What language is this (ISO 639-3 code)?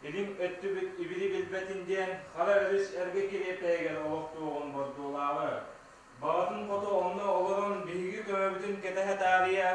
sah